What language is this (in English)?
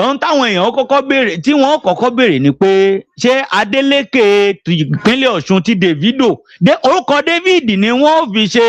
Yoruba